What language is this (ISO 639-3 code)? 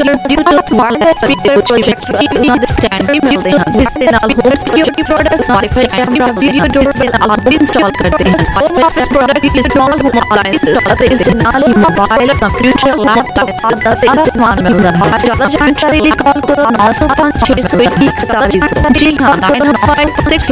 pan